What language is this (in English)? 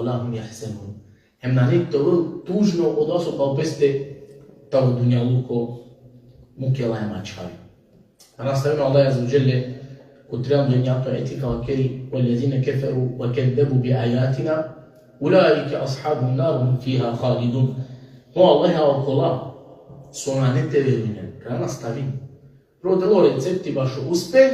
Balkan Romani